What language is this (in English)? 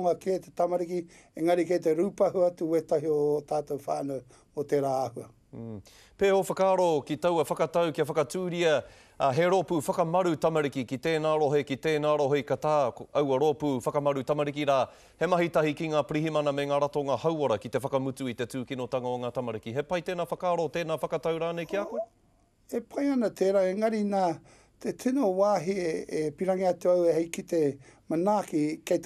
Māori